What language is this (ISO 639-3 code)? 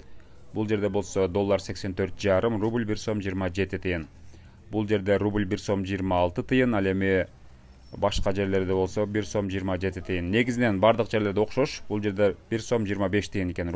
kir